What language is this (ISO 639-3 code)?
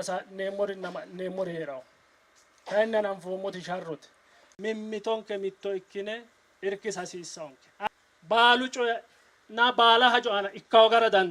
sid